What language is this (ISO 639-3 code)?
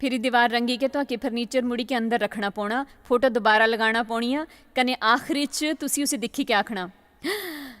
doi